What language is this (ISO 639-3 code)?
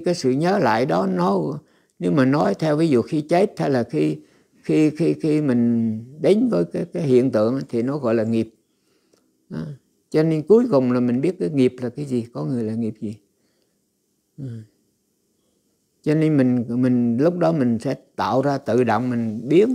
vie